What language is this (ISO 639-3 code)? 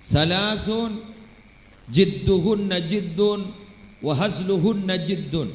mad